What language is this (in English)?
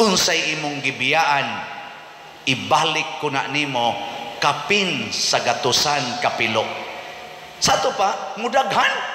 Cebuano